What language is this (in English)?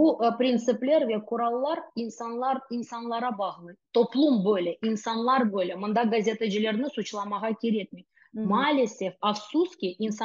Crimean Tatar